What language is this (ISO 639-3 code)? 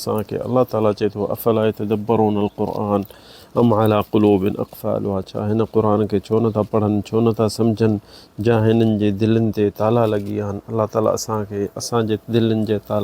snd